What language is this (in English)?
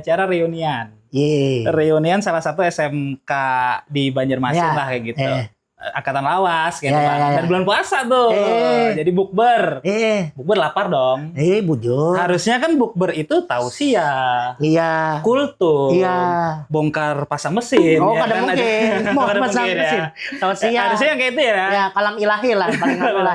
Banjar